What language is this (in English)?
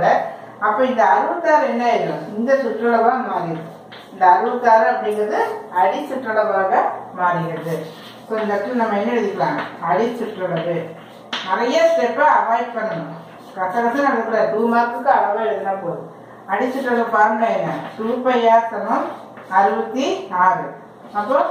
Tamil